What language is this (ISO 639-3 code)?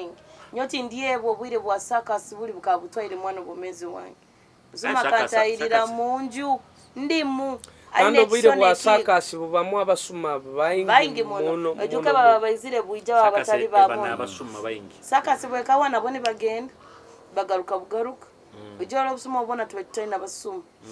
nyo